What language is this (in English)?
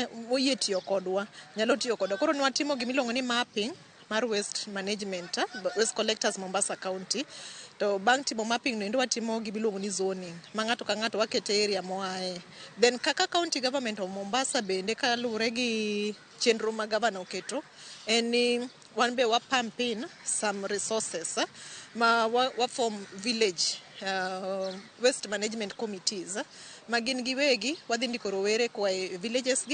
Luo (Kenya and Tanzania)